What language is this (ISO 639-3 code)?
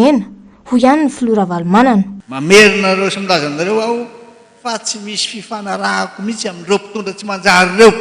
mlg